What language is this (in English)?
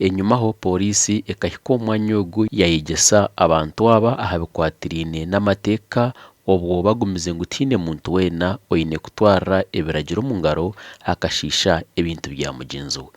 Nyankole